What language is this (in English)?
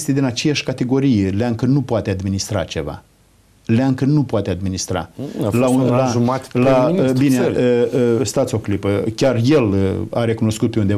Romanian